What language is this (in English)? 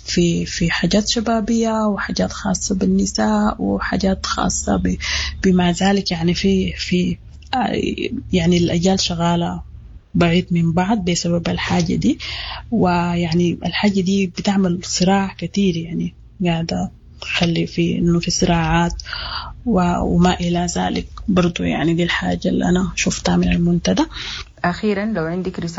Sudanese Arabic